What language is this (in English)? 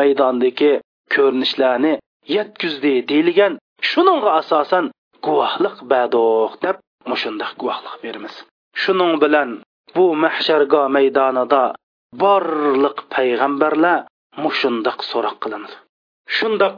Uyghur